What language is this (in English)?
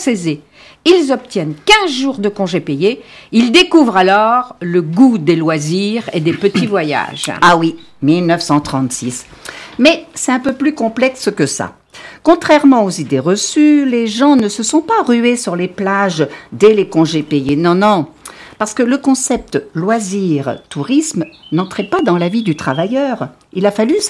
French